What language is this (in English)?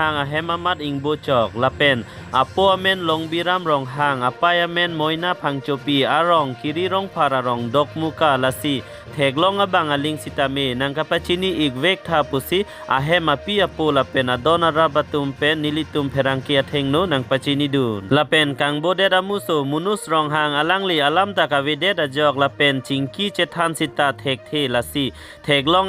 Karbi